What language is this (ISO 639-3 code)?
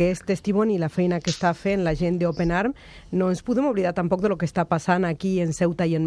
cat